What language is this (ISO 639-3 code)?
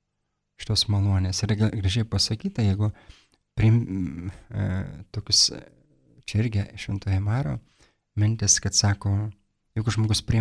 lit